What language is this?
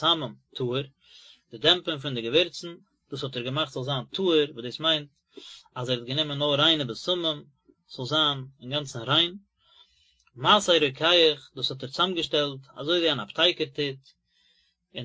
Yiddish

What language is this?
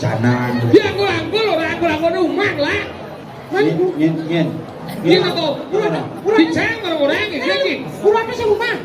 Balinese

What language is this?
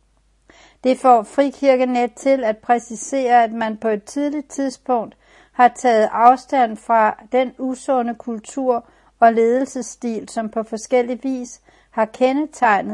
Danish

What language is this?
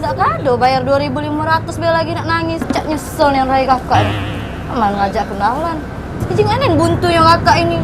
Musi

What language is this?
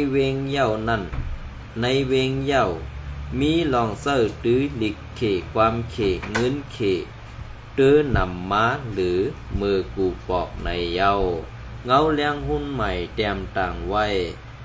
Shan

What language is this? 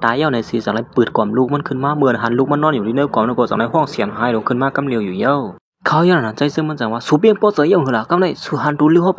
Shan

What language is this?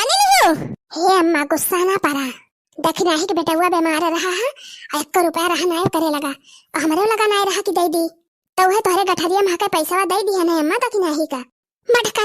Awadhi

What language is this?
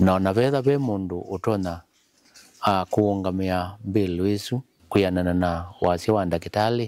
Kamba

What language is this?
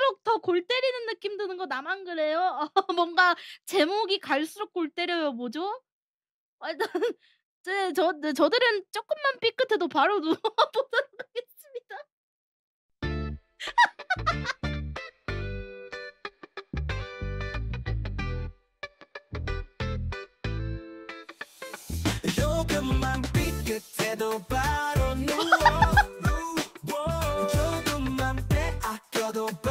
Korean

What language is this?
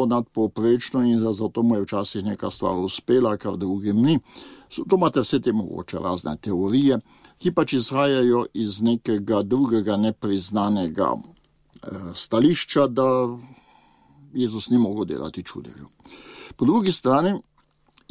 Slovenian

